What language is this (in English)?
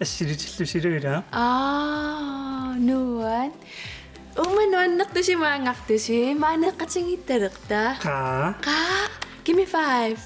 Kalaallisut